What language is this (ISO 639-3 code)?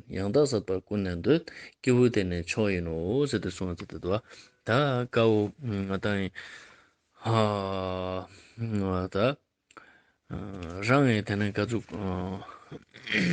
lbj